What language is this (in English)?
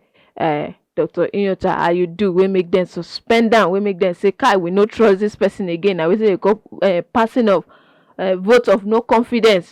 Nigerian Pidgin